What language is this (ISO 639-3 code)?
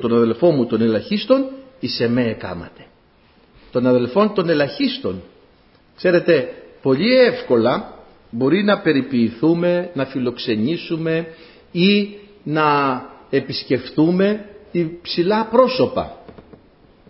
ell